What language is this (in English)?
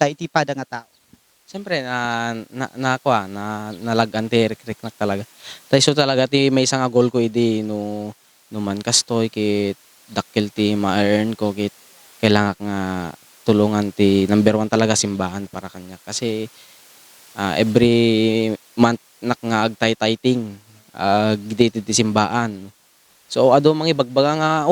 Iloko